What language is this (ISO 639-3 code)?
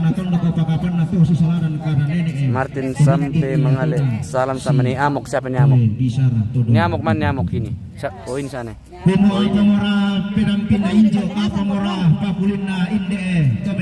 sda